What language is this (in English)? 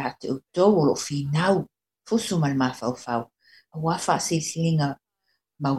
Samoan